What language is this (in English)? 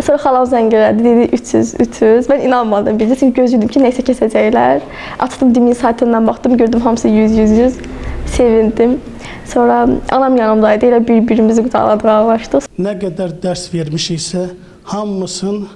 Azerbaijani